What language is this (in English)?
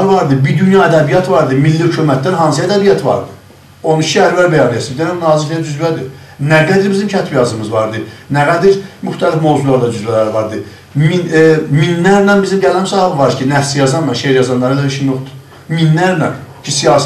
South Azerbaijani